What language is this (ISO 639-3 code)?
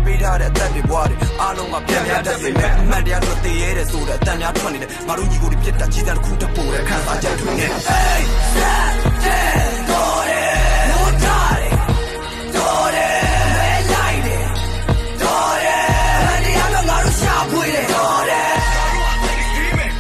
mya